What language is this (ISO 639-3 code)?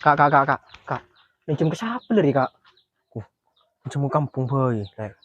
mad